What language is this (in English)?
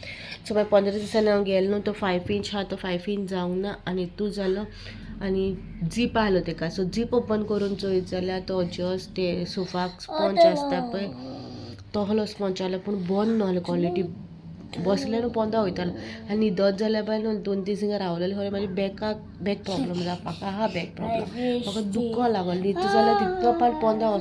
Konkani